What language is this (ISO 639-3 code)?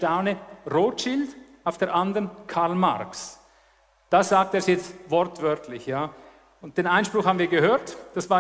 deu